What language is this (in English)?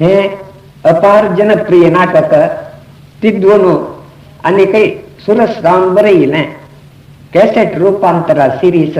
Konkani